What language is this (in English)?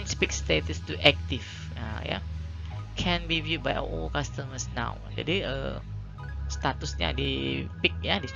Indonesian